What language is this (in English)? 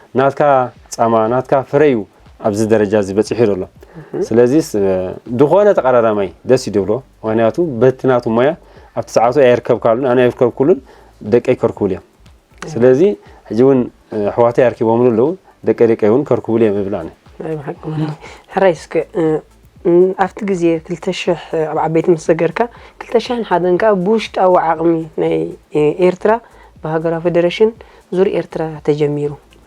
Tigrinya